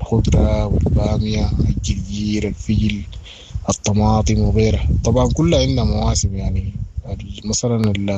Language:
Sudanese Arabic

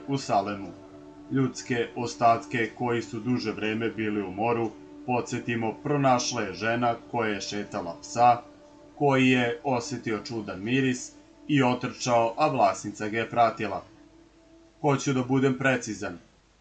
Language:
Serbian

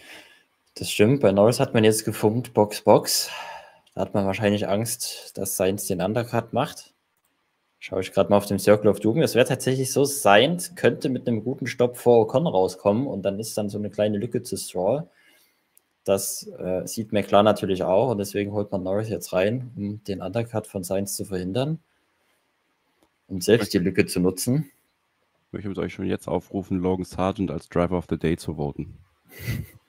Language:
German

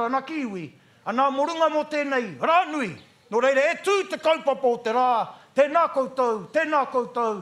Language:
Māori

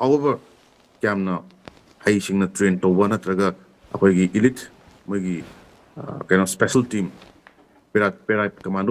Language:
Manipuri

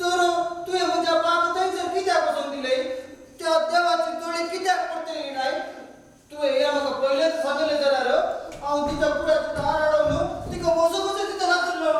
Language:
Konkani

